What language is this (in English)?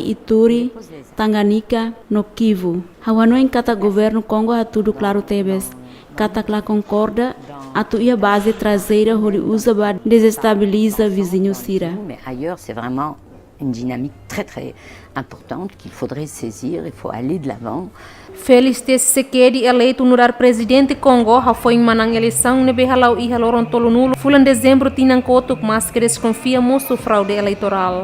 Tetum